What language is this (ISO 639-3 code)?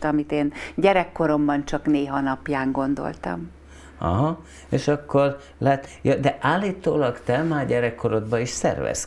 hun